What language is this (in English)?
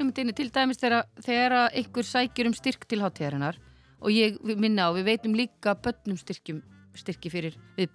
Icelandic